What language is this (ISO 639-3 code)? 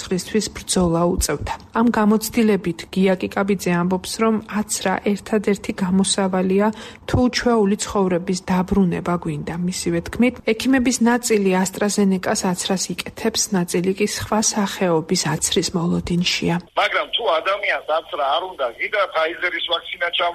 kat